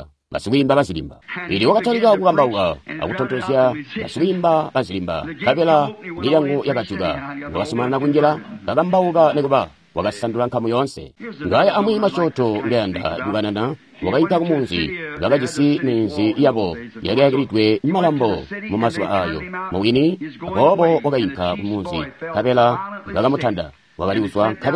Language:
Tonga (Zambia)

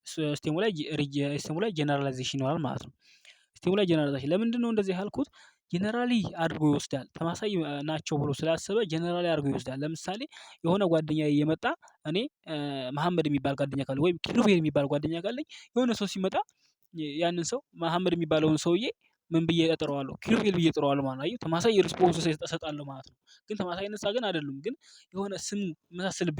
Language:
Amharic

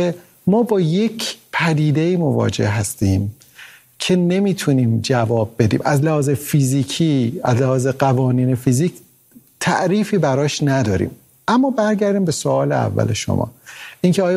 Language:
Persian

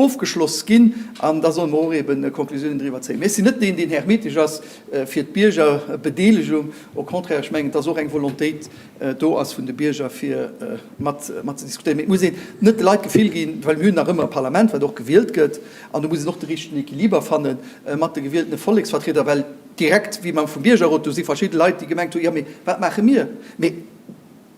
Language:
Luxembourgish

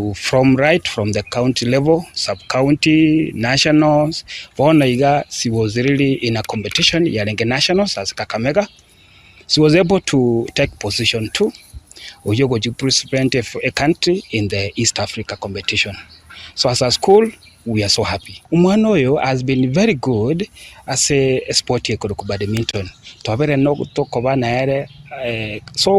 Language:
Gusii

